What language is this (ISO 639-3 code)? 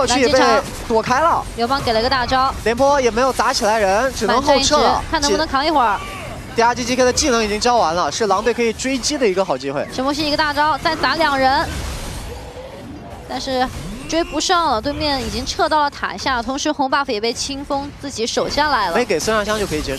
zho